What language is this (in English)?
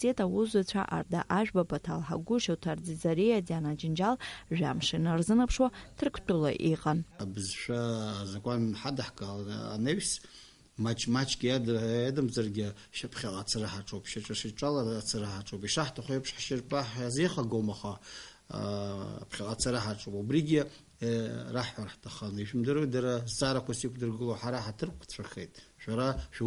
Abkhazian